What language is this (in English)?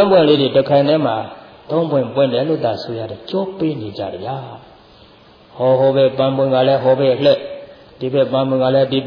Burmese